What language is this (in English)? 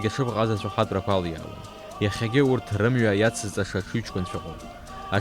Abkhazian